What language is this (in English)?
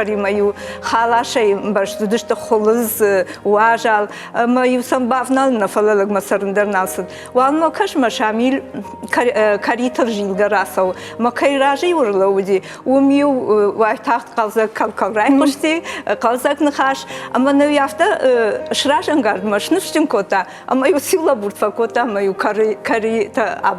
Ossetic